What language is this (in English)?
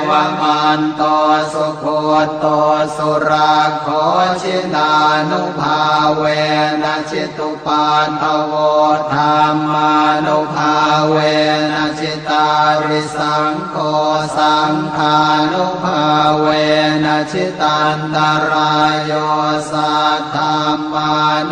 Pali